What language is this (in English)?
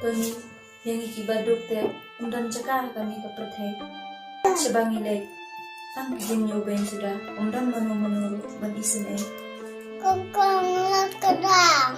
Khasi